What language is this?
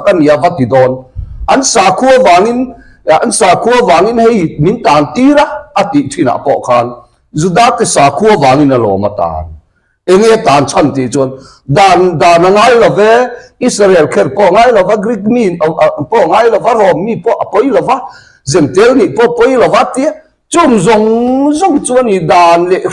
Mizo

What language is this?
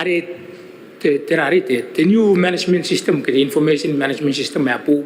Gilbertese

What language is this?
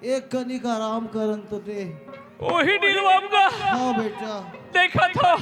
Chhattisgarhi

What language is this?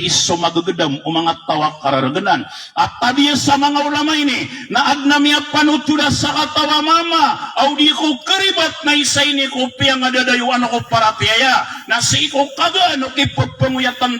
Maranao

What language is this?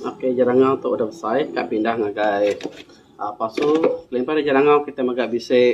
Iban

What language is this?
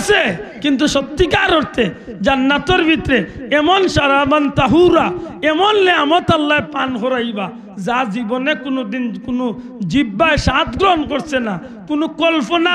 Sylheti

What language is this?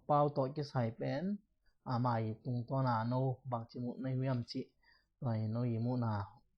Tedim Chin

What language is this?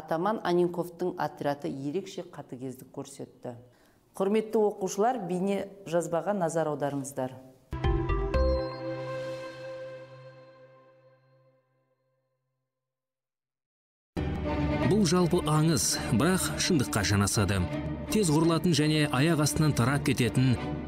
Kazakh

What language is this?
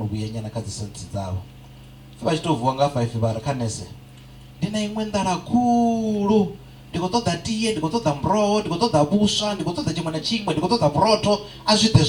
Venda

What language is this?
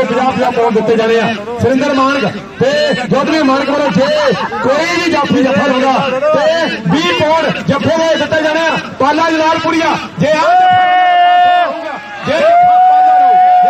Punjabi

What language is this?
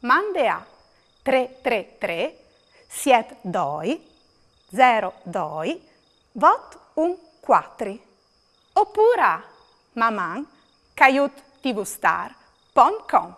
Friulian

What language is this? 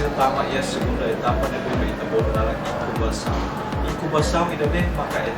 Tetum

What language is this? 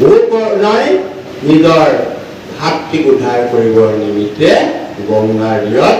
Assamese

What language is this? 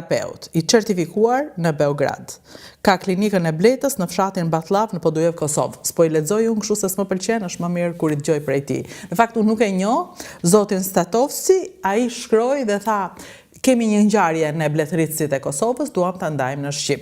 Albanian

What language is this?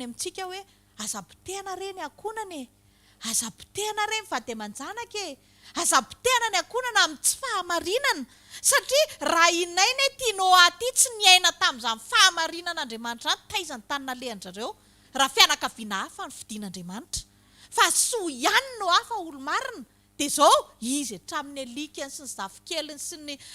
Malagasy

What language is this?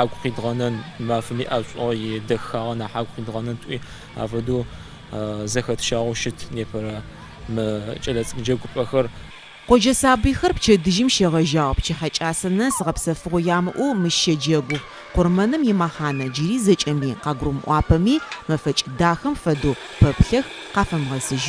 Adyghe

